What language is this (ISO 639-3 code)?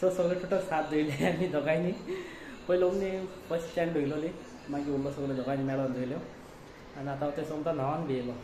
kok